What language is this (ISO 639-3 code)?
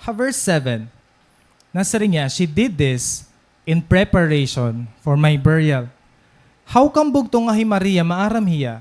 war